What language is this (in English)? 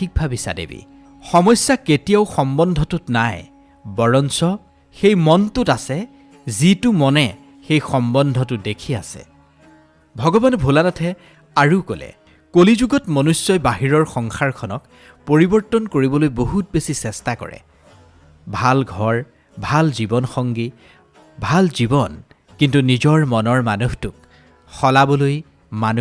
Assamese